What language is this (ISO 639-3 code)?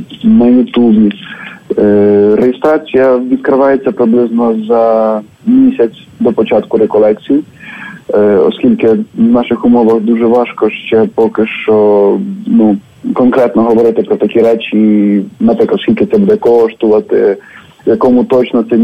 ukr